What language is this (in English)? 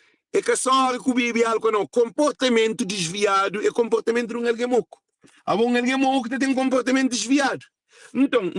Kabuverdianu